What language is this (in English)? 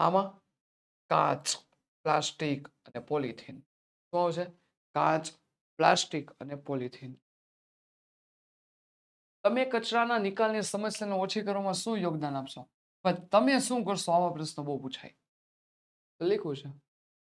Gujarati